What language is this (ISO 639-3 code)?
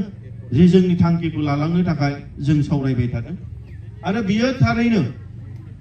brx